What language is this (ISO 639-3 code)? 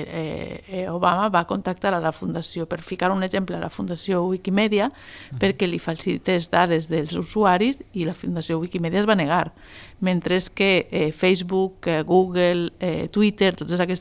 cat